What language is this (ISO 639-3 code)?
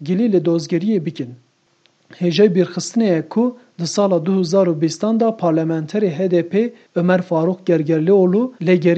kur